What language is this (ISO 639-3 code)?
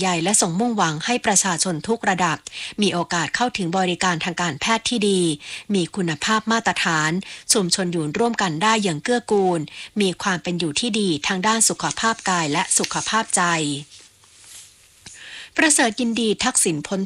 tha